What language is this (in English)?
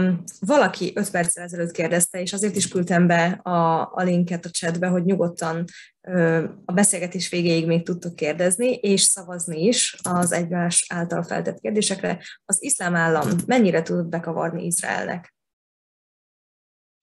Hungarian